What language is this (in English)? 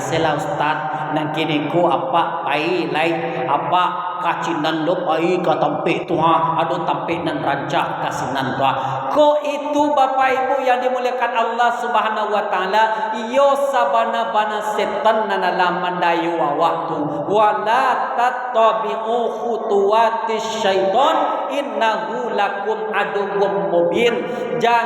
Minangkabau